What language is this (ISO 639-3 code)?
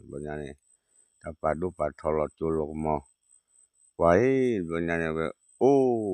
ksw